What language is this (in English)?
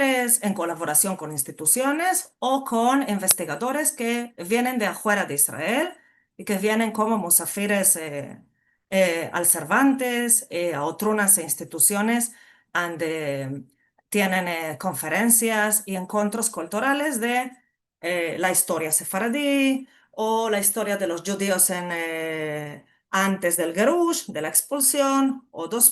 Ladino